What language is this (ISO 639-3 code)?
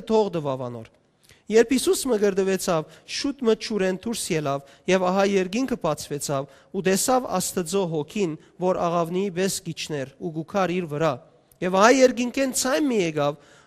hyw